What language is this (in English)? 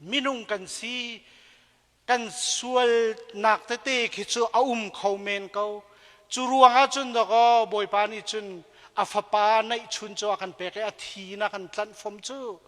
Hakha Chin